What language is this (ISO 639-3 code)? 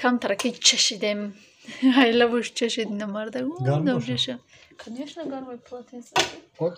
tgk